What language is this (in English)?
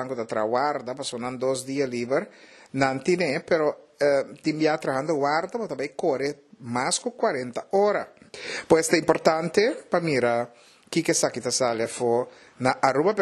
Papiamento